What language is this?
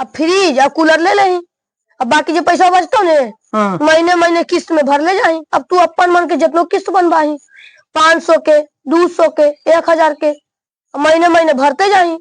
Magahi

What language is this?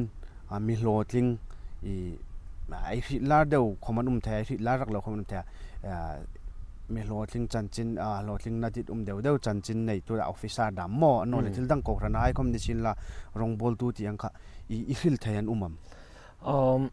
Hmar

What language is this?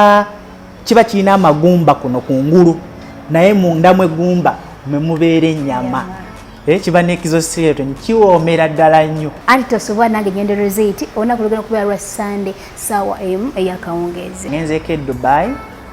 Ganda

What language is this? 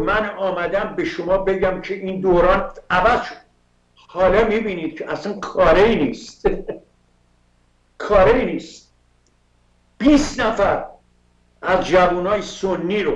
Persian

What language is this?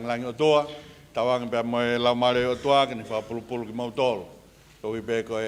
Tongan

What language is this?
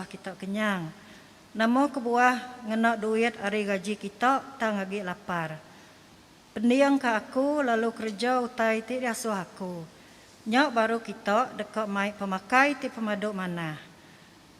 Iban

